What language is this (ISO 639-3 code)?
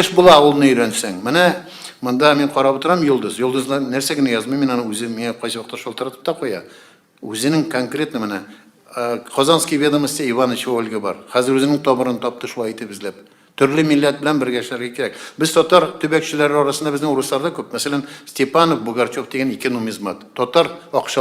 tat